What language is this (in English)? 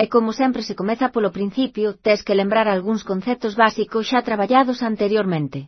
Galician